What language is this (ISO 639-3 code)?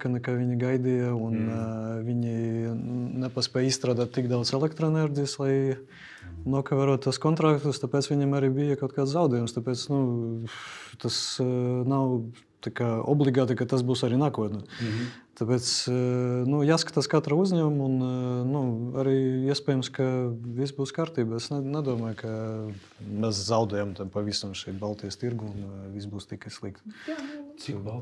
lav